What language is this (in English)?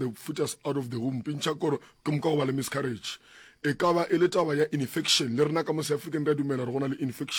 Northern Sotho